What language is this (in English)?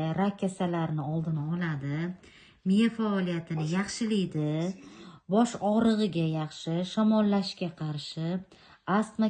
Uzbek